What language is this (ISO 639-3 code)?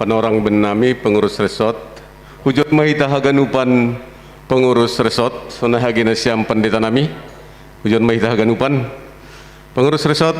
bts